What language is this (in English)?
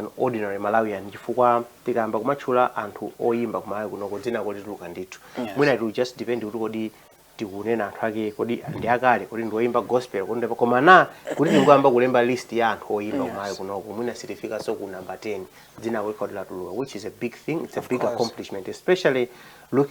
Nyanja